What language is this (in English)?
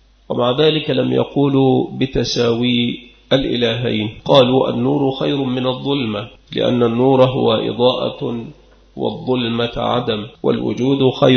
Arabic